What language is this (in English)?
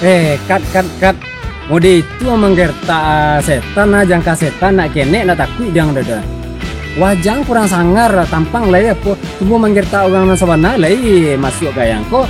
Minangkabau